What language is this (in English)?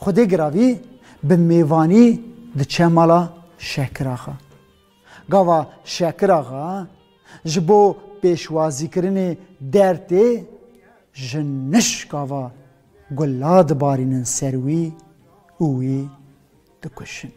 Kurdish